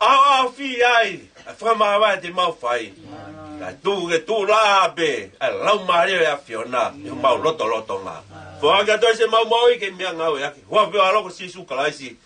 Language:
Tongan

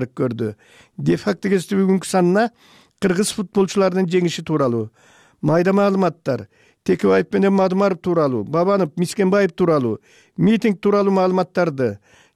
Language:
Kyrgyz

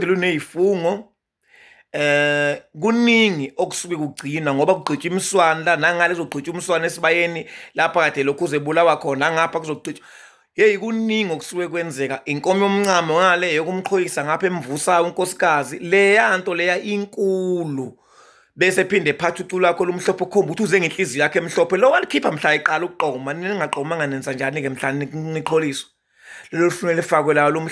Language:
Zulu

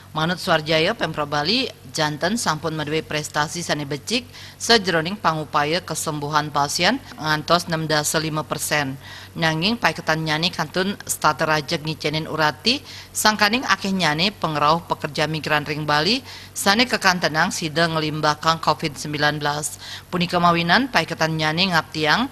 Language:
Balinese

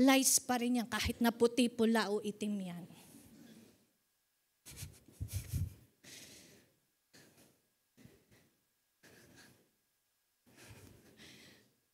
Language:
Filipino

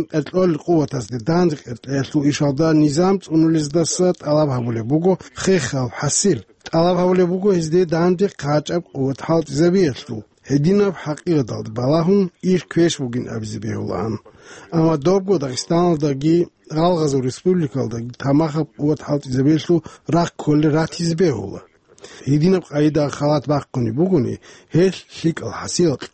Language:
Avaric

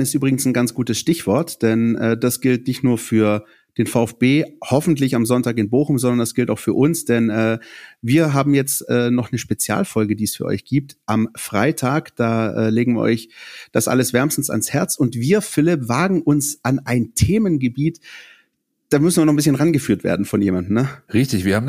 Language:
German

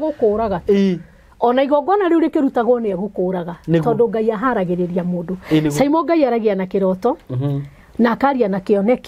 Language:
Kikuyu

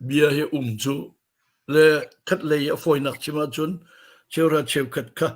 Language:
Hakha Chin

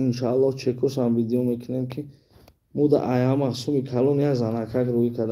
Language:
Tajik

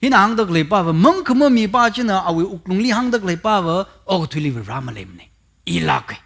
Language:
Tangkhul Naga (India)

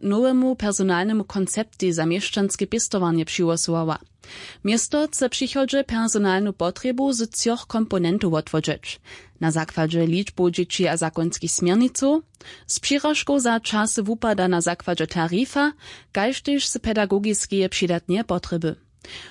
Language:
Upper Sorbian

